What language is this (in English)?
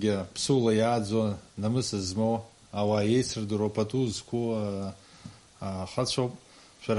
Abkhazian